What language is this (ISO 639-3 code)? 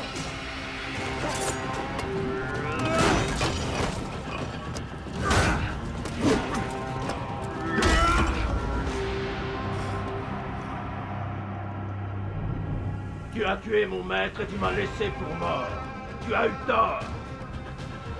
fra